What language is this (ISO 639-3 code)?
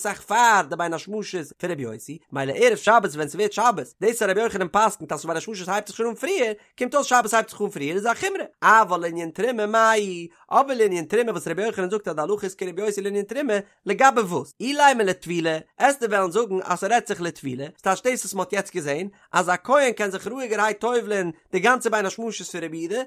yid